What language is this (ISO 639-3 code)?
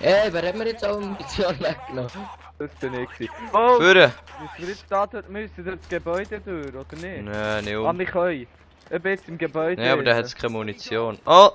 gsw